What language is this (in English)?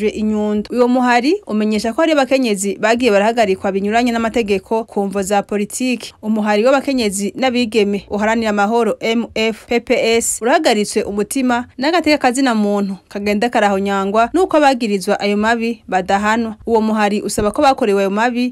Rundi